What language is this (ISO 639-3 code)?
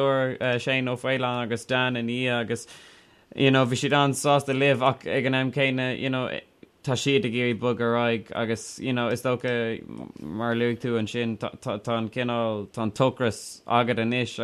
gle